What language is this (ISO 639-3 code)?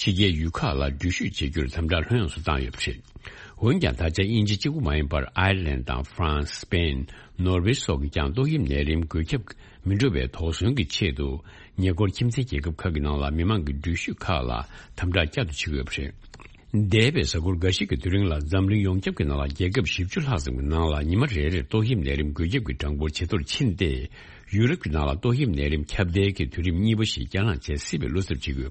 bod